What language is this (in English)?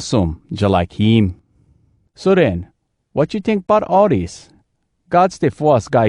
Hawai'i Creole English